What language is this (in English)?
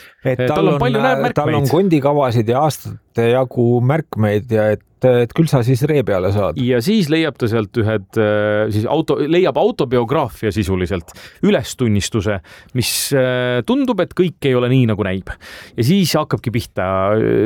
Estonian